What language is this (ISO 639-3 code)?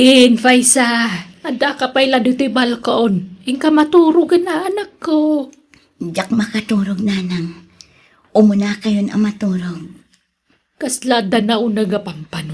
ilo